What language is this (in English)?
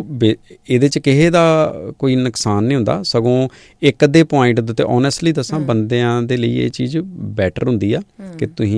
Punjabi